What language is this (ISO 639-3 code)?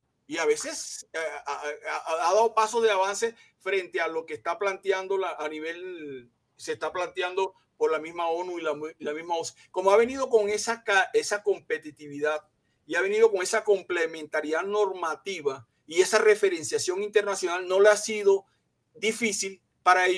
spa